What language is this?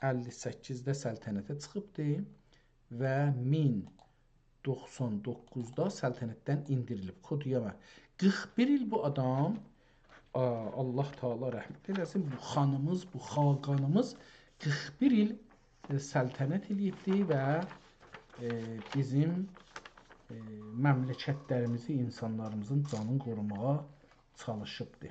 South Azerbaijani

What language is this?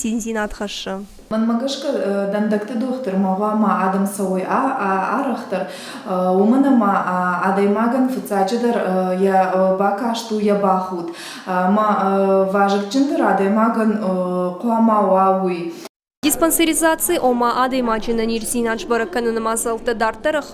Ossetic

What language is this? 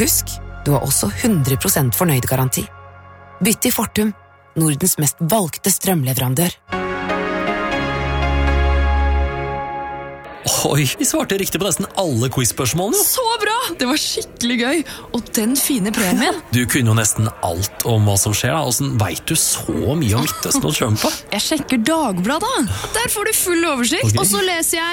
Norwegian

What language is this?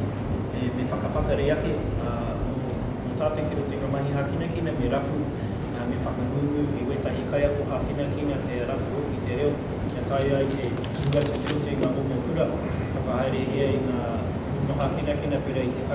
Māori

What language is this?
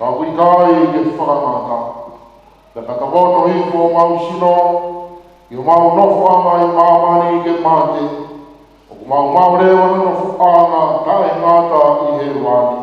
Tongan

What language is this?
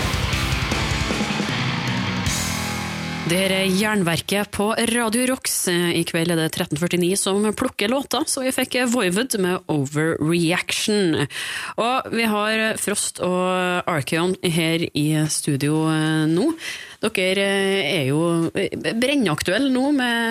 Norwegian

